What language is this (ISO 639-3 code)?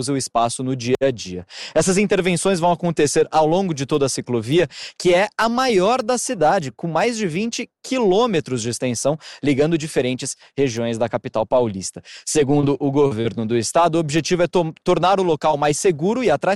por